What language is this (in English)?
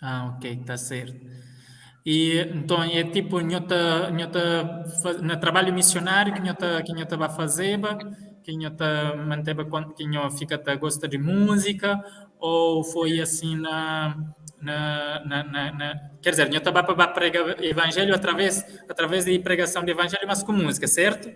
Kabuverdianu